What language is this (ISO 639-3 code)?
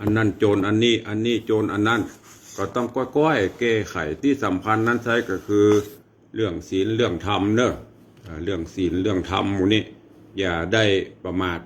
nod